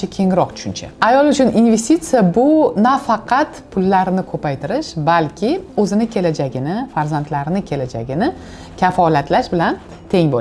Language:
Uzbek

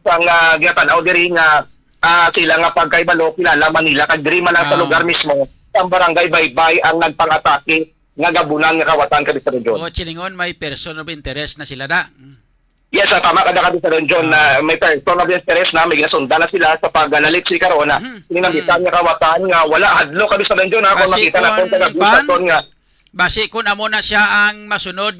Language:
Hiligaynon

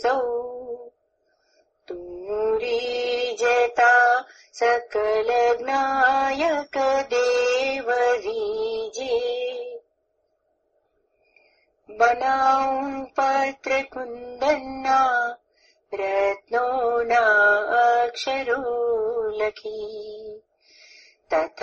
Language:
Gujarati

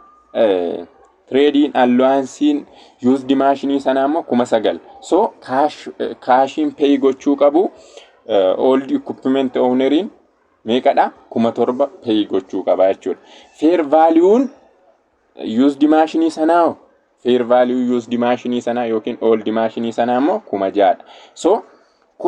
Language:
Oromo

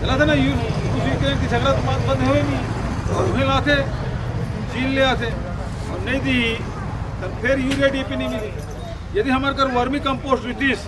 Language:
Chhattisgarhi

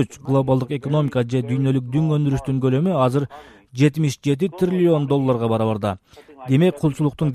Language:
Kyrgyz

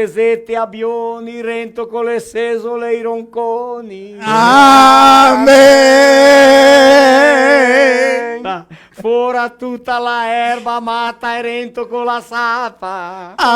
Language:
Venetian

